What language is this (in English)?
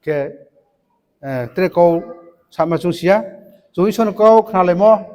Riang (India)